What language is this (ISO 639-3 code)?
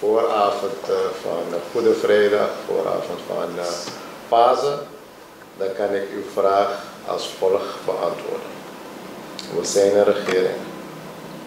nld